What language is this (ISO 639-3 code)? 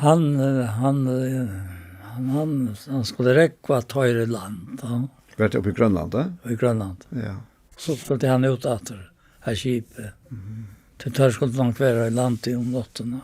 fao